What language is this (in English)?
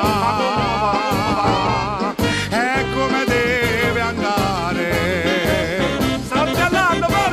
Italian